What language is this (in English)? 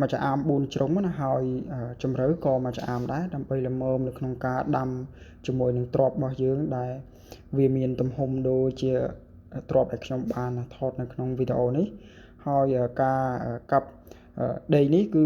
Khmer